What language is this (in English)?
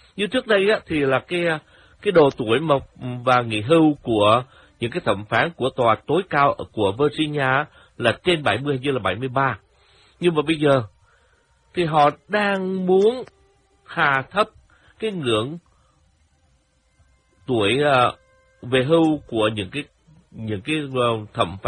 Vietnamese